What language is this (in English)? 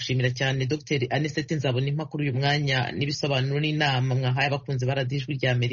Kinyarwanda